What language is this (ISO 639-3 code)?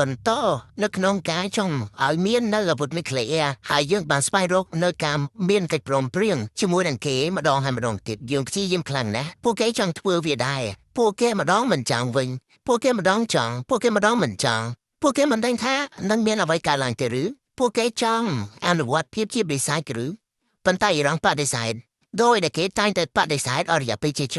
khm